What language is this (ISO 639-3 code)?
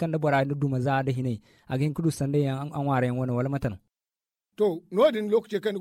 dje